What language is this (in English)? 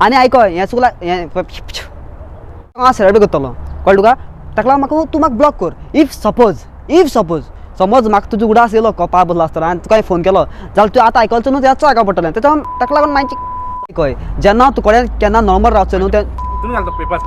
Konkani